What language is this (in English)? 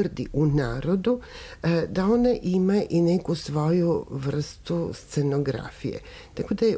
Serbian